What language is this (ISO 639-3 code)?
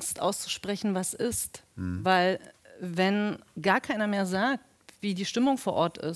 deu